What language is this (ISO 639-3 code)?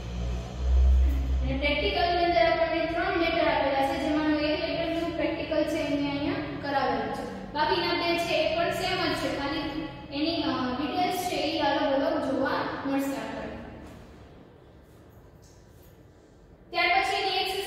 guj